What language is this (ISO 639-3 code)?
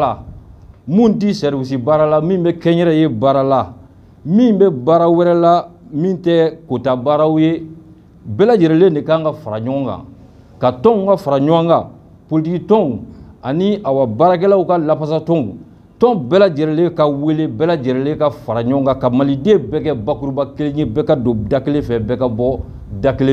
bam